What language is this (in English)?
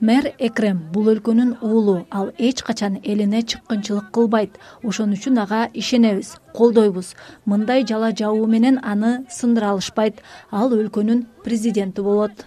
Kyrgyz